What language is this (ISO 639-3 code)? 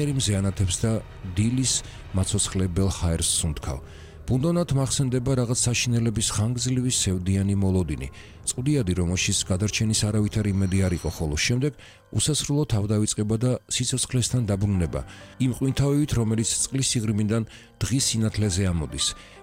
kat